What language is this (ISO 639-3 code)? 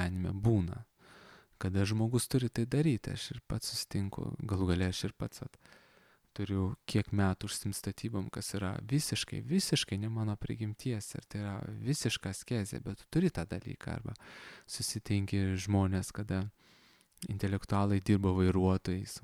lit